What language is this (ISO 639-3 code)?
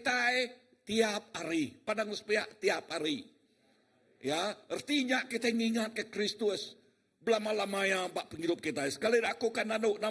iba